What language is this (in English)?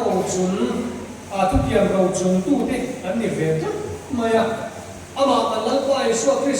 Mizo